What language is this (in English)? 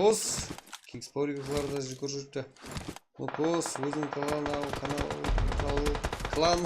Kara-Kalpak